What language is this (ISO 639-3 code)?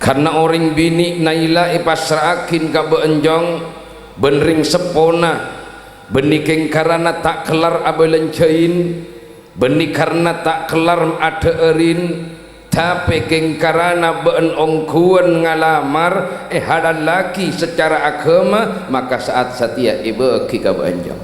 mad